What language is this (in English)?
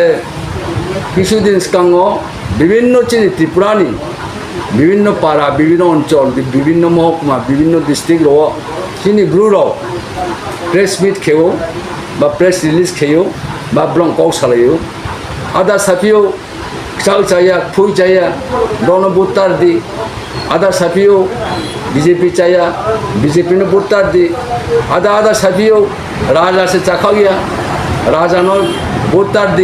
Riang (India)